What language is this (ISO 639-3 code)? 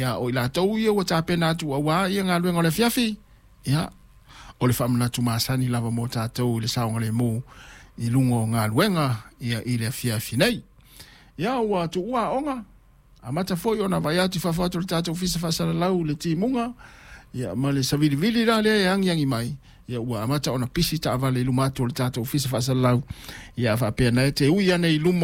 smo